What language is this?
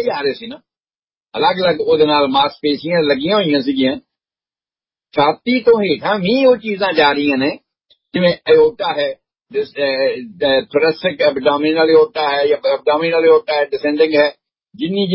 Punjabi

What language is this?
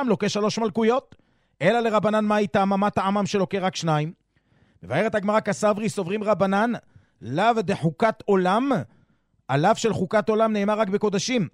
Hebrew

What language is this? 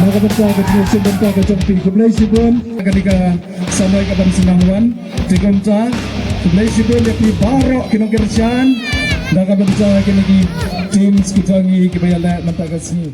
Khasi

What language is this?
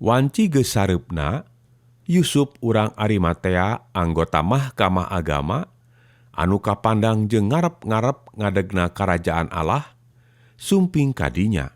Sundanese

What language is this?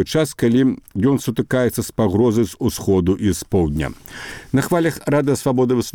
Belarusian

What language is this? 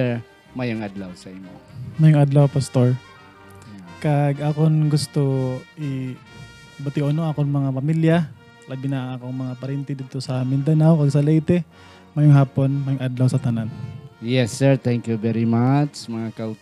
Hiligaynon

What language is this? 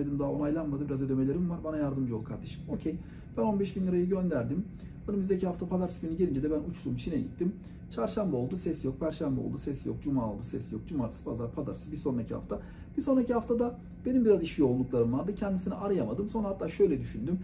Turkish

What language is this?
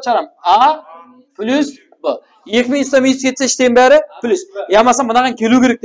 Kara-Kalpak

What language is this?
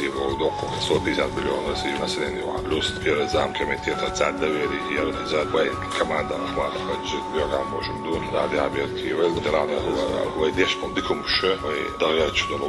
Chechen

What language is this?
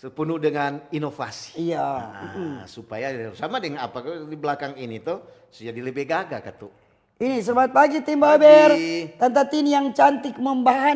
Manado Malay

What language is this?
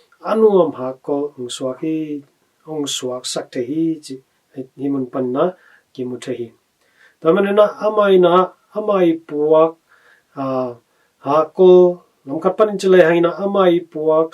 Tedim Chin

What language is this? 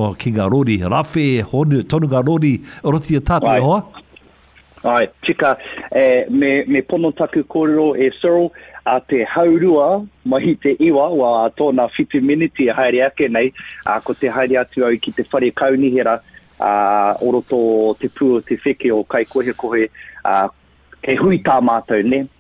Māori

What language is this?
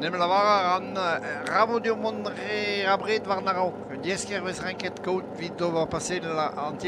Breton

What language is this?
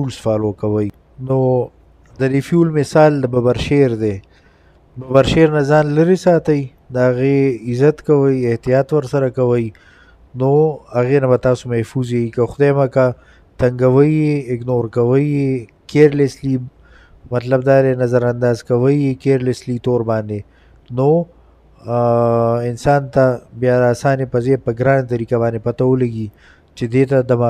Pashto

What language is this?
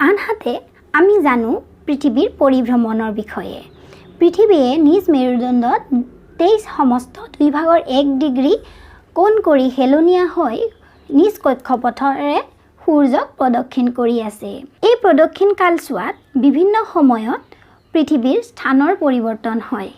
Assamese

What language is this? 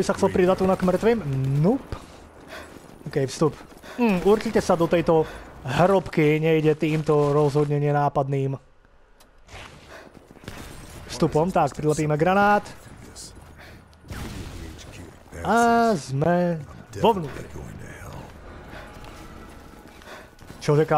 Slovak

